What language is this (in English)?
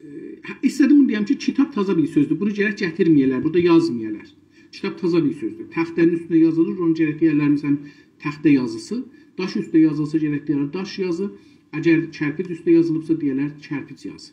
South Azerbaijani